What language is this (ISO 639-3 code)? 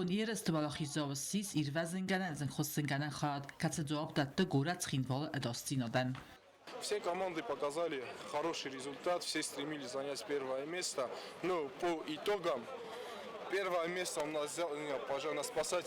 oss